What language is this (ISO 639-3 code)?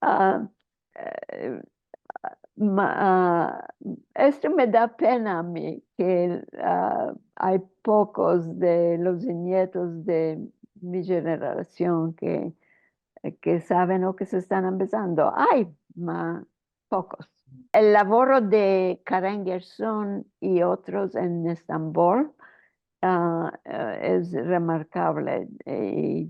lad